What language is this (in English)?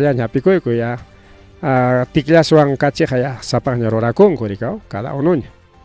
Ayacucho Quechua